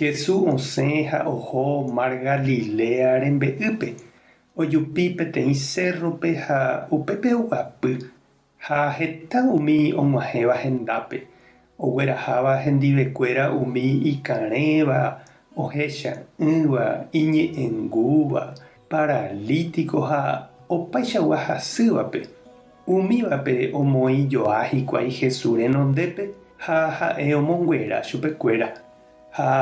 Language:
Guarani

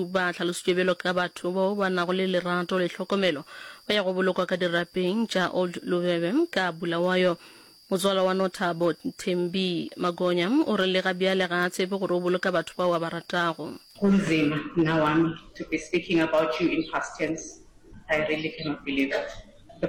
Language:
Northern Sotho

